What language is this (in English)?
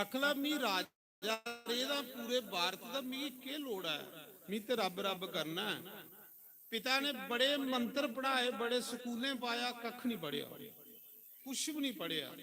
Dogri